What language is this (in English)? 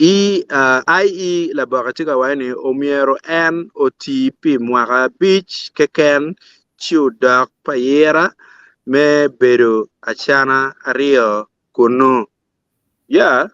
Acoli